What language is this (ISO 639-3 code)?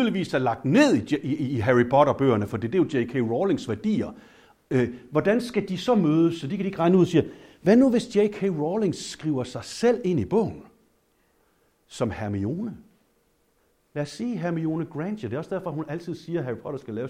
dan